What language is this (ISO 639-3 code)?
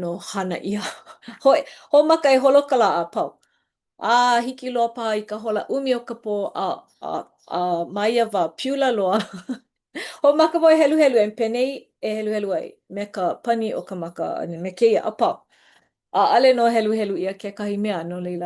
haw